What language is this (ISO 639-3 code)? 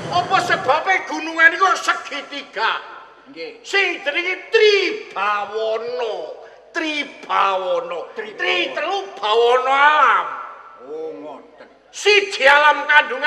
jav